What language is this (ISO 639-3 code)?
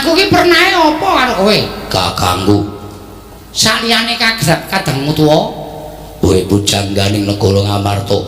jav